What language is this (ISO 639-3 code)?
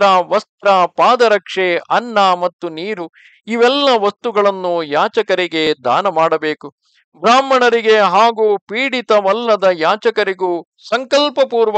kan